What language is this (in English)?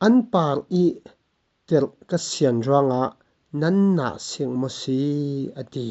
Falam Chin